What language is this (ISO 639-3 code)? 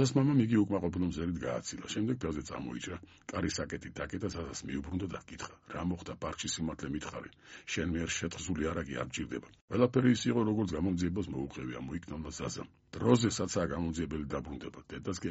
kat